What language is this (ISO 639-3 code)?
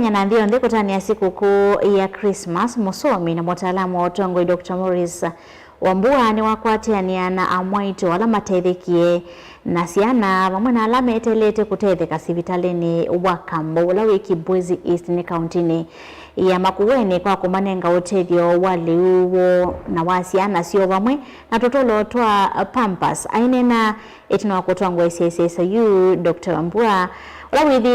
kam